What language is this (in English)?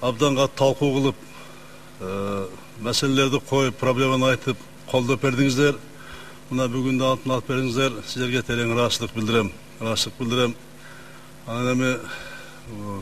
Kyrgyz